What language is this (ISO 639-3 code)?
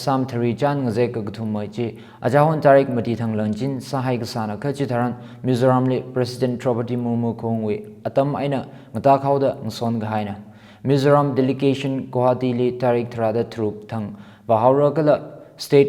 nmf